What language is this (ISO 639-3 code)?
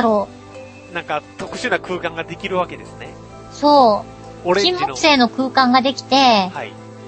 jpn